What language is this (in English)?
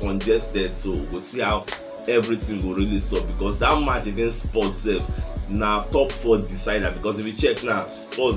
Nigerian Pidgin